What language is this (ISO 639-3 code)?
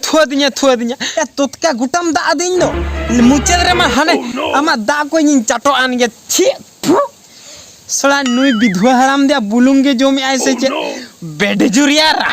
sat